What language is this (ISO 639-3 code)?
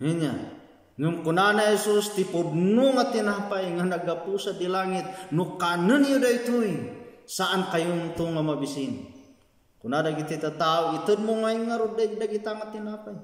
ilo